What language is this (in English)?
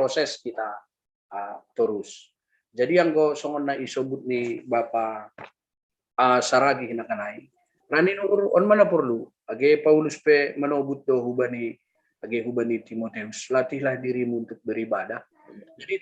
Batak Simalungun